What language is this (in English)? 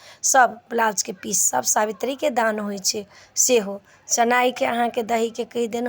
Maithili